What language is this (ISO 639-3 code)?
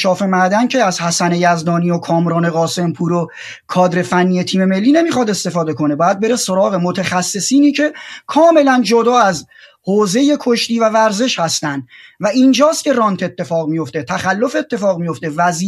fas